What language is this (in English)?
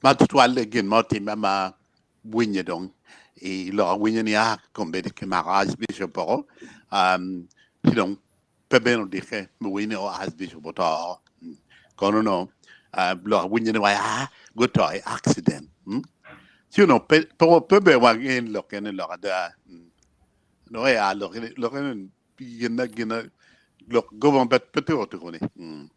Acoli